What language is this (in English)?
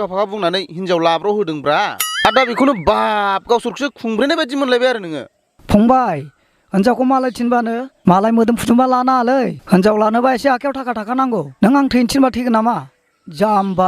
Bodo